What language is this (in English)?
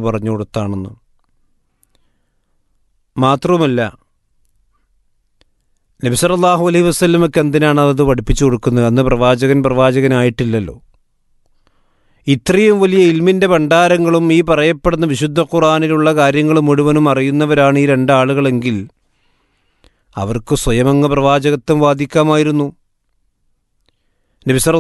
Malayalam